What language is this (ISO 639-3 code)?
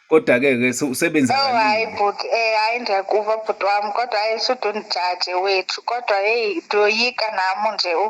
zul